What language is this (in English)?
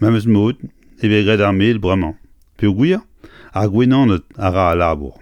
Breton